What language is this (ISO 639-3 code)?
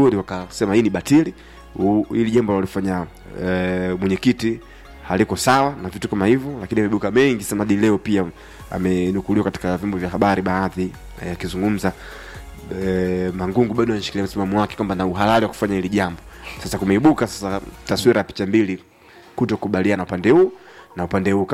swa